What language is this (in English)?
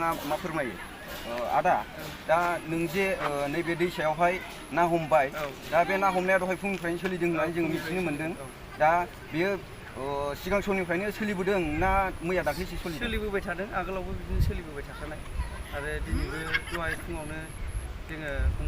Bodo